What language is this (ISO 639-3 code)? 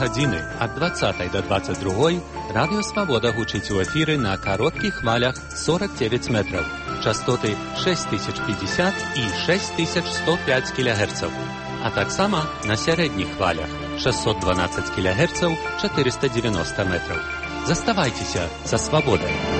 bel